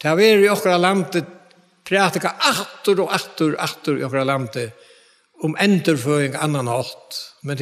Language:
Faroese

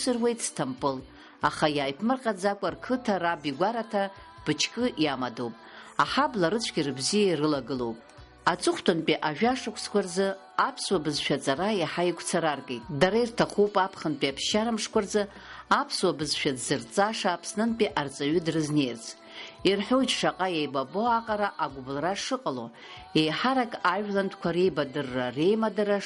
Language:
Abkhazian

